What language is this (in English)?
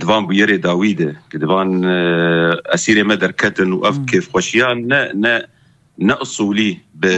Kurdish